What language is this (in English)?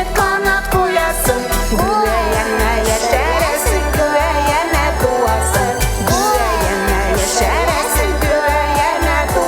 Tatar